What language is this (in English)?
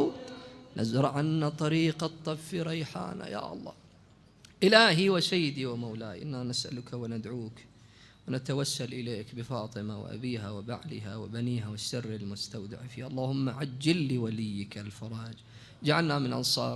Mesopotamian Arabic